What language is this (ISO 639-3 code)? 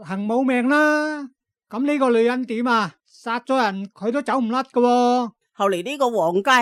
yue